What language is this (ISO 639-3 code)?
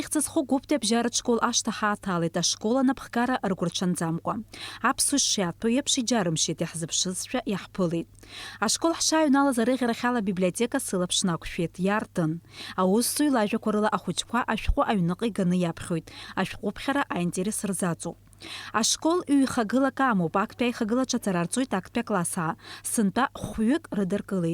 abk